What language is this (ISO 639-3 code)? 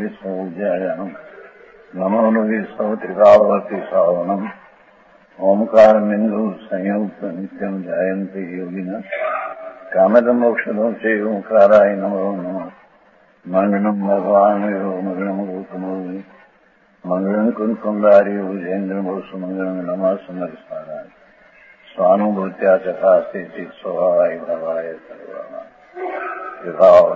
guj